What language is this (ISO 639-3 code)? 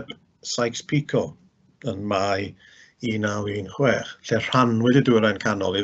cym